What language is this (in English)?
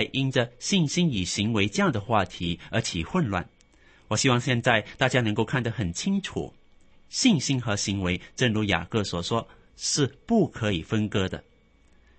Chinese